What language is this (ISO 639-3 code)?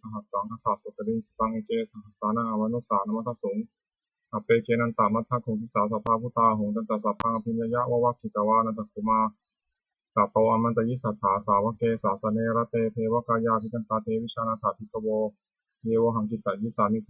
pli